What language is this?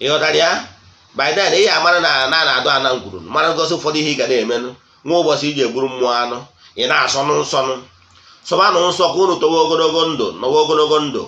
Igbo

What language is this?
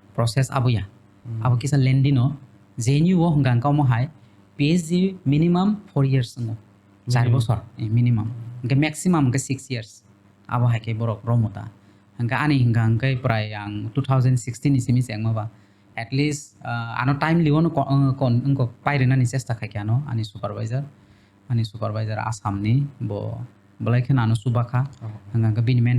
Kok Borok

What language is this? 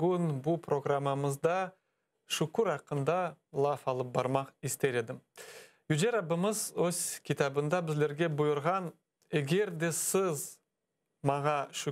Crimean Tatar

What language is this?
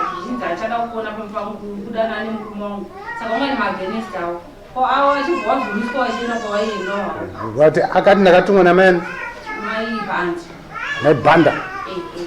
Shona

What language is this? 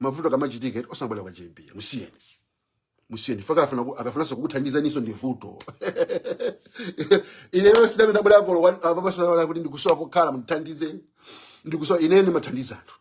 Nyanja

